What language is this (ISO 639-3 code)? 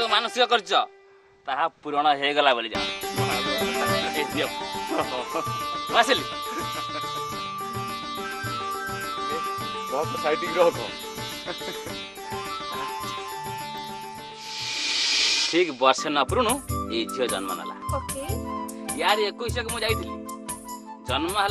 ori